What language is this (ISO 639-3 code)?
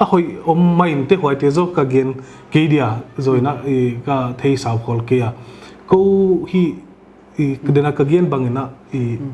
pck